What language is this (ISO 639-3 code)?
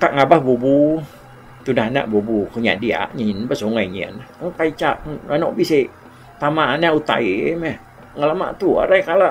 iba